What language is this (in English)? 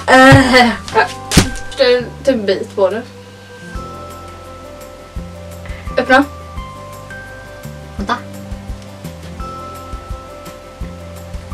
Swedish